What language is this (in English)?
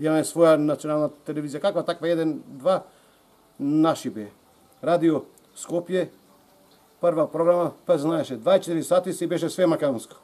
Macedonian